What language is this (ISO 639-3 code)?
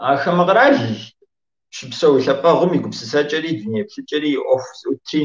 kbd